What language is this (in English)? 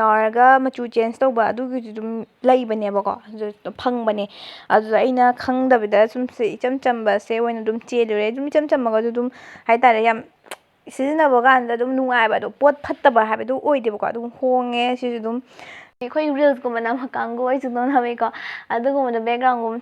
Manipuri